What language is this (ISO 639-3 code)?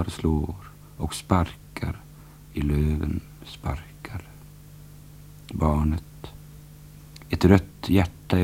swe